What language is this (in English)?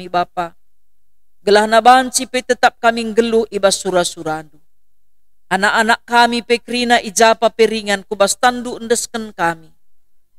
Batak Karo